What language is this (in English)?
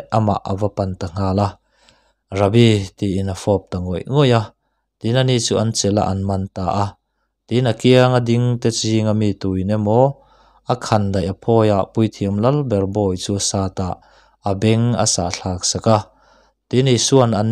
Mizo